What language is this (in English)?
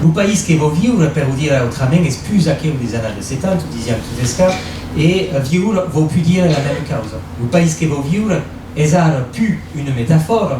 Occitan